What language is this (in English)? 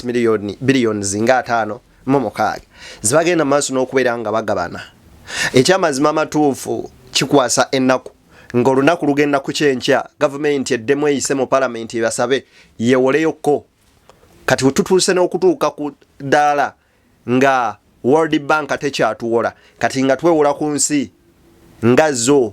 Ganda